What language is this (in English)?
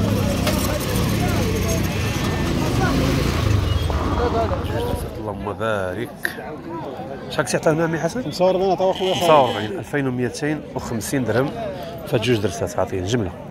Moroccan Arabic